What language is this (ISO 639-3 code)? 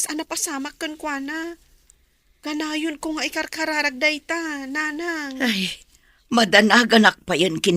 ilo